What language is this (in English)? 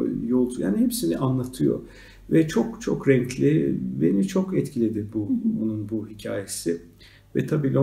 Turkish